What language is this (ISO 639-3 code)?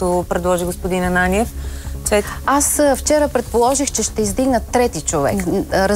bul